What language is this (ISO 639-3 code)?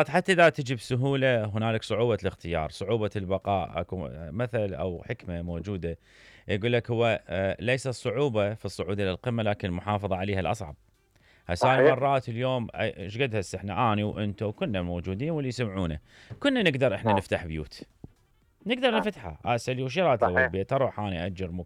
acm